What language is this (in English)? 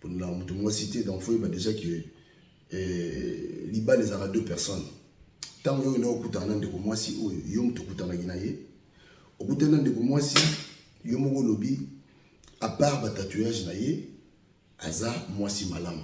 Lingala